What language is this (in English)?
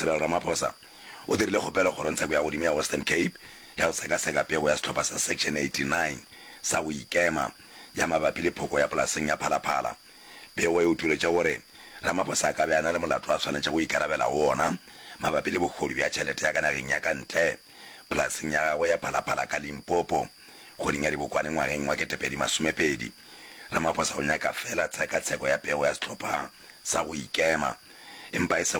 Northern Sotho